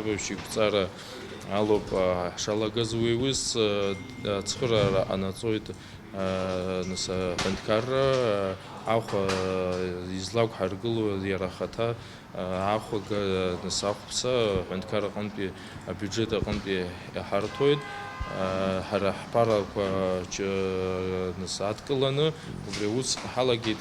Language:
Abkhazian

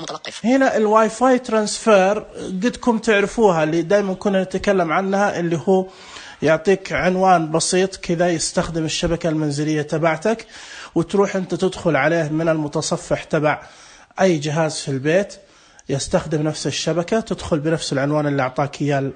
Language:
Najdi Arabic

